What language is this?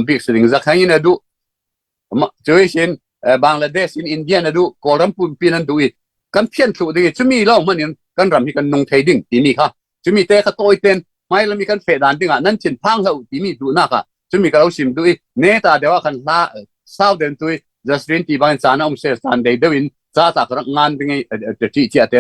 Falam Chin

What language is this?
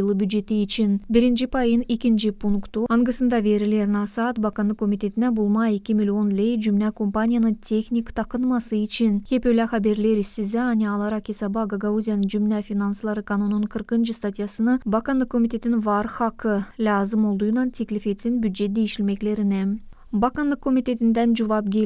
Gagauz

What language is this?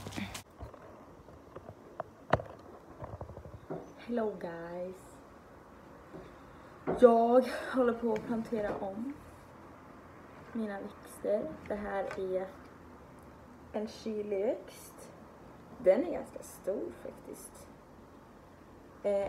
Swedish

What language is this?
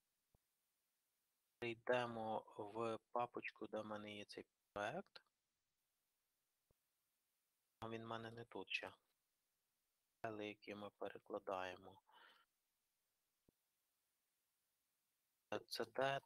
Ukrainian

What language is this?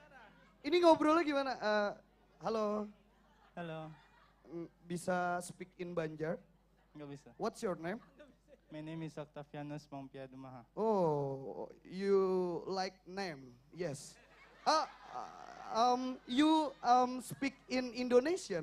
Banjar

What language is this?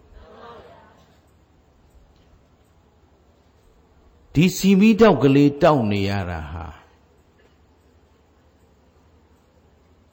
Burmese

